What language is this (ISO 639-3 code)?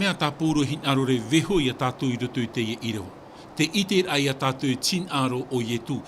tah